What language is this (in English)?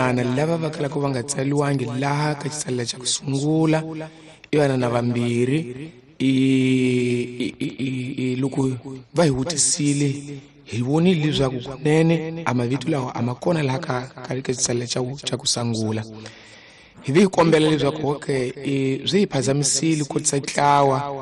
Tsonga